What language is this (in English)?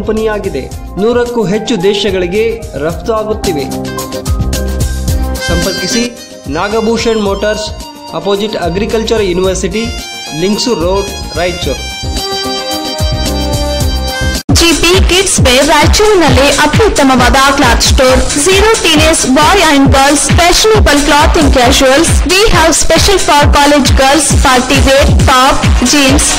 Kannada